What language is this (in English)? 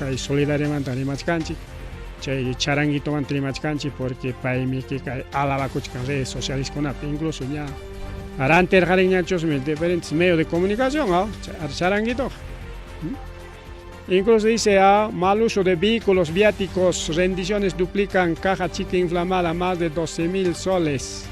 Ayacucho Quechua